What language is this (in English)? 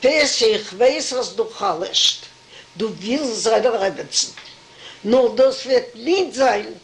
Yiddish